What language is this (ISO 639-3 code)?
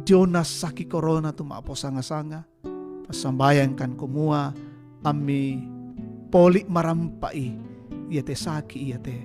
sda